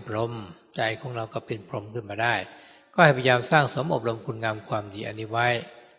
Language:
Thai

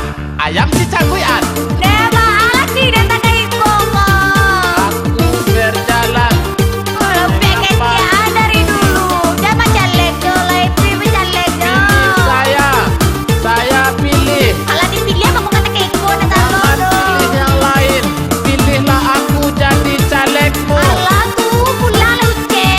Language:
Minangkabau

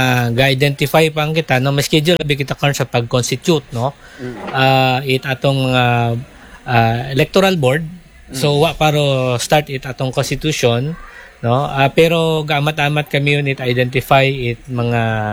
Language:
Aklanon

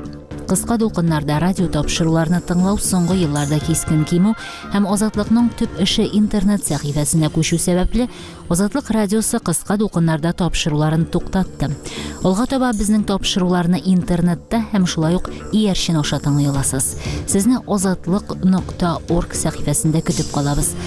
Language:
Tatar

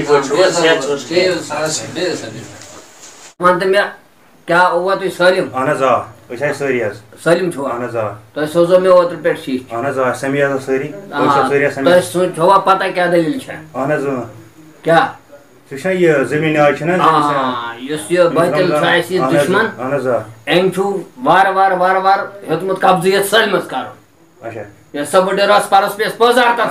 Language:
Kashmiri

